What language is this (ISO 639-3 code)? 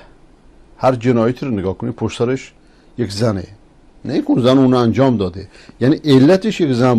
fas